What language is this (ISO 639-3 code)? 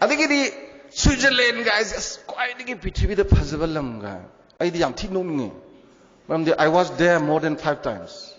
mni